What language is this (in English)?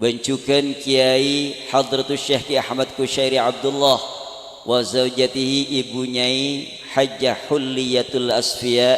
Madurese